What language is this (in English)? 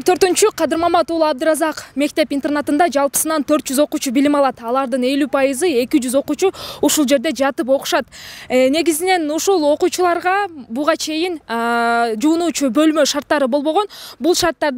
Kyrgyz